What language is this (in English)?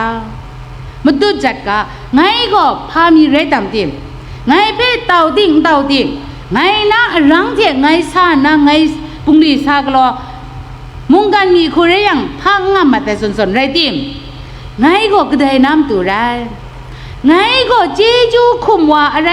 Kachin